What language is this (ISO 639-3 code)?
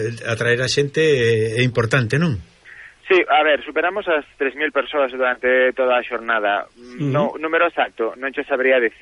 glg